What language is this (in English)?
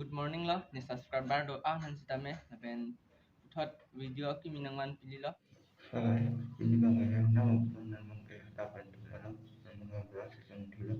Karbi